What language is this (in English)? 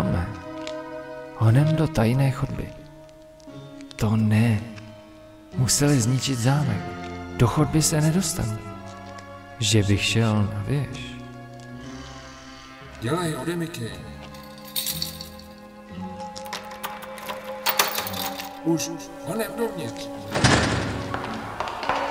Czech